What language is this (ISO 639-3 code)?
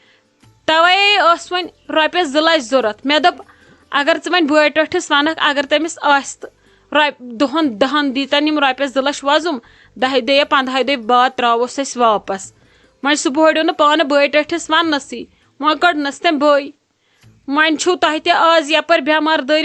kas